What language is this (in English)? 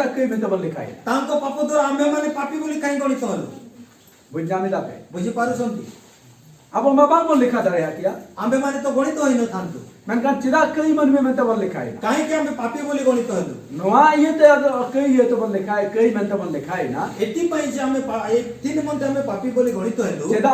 Santali